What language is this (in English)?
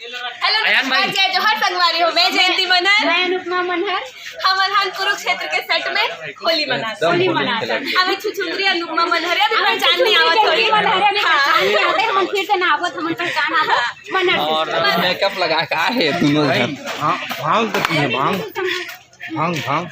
Chhattisgarhi